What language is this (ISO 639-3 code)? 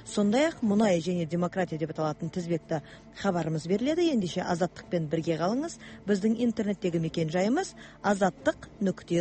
kaz